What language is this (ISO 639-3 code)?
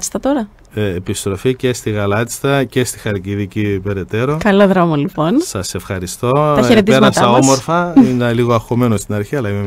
ell